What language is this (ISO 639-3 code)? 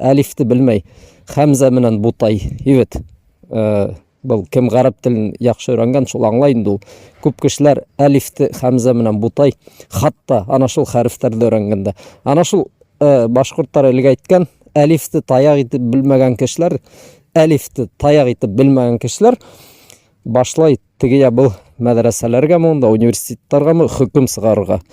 bak